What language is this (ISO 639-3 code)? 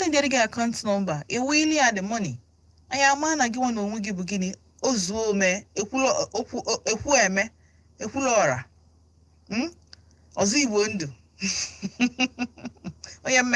ibo